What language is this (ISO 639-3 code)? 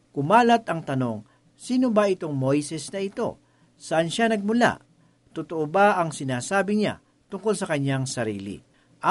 fil